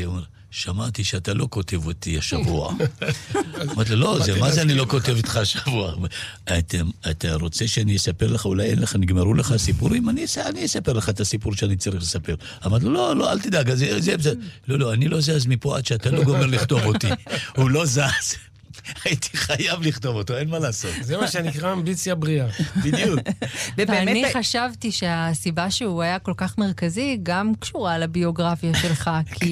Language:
Hebrew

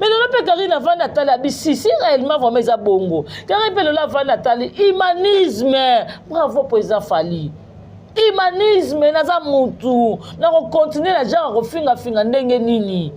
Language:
Lingala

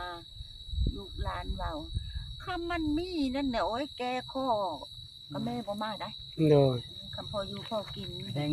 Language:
Lao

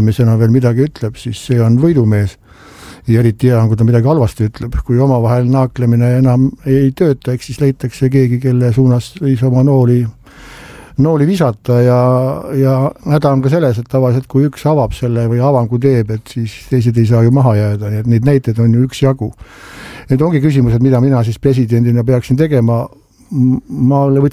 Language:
Estonian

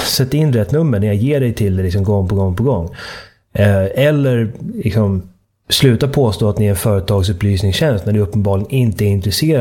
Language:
Swedish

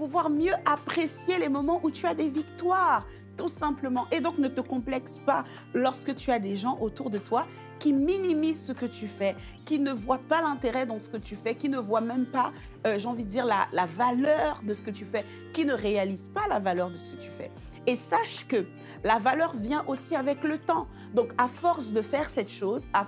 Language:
French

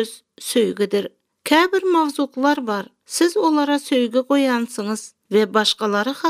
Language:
Turkmen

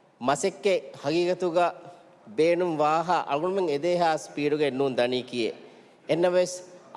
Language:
Divehi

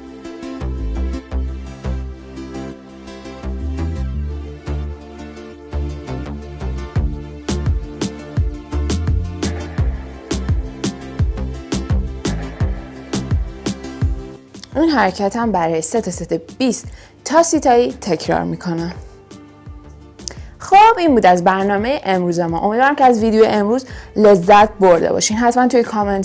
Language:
Persian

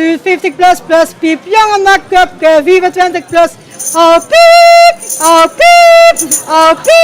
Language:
Limburgish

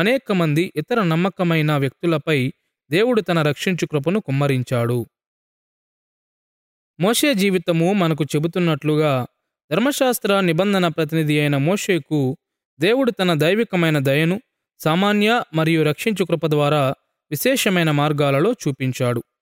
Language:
Telugu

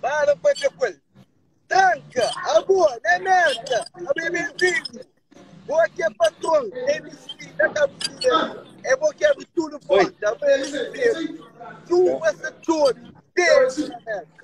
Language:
Kabuverdianu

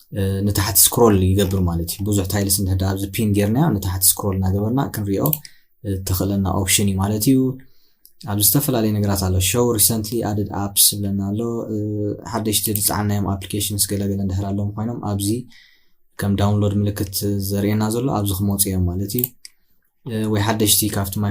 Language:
Tigrinya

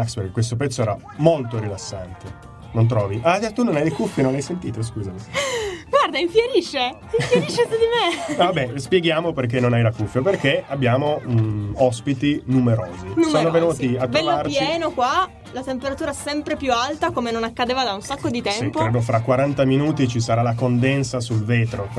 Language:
Italian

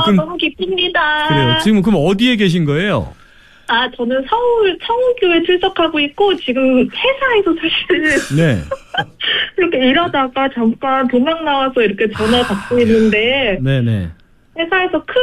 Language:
Korean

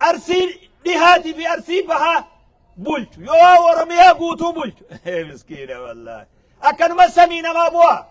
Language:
Oromo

